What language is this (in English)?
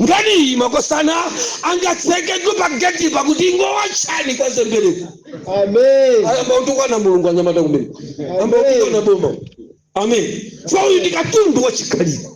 Nyanja